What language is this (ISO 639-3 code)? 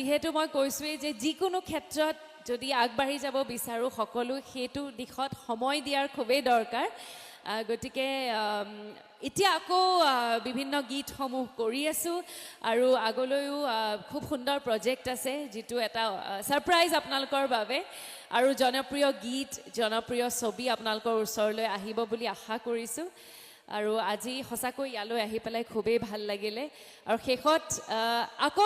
asm